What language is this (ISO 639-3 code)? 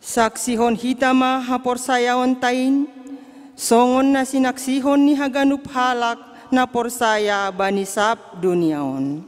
bts